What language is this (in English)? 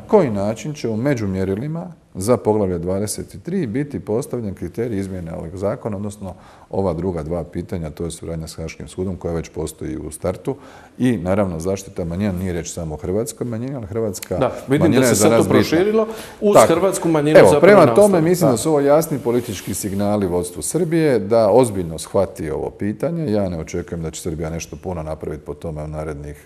Croatian